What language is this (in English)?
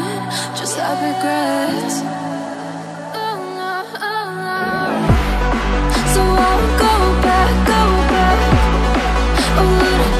Bangla